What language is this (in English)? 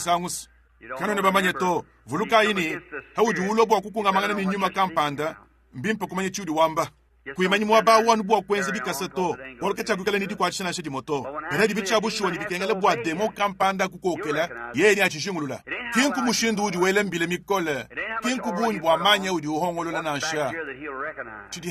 Luba-Lulua